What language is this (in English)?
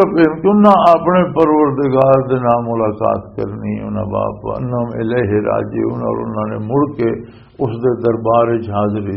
Western Panjabi